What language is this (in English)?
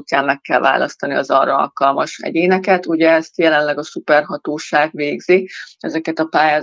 Hungarian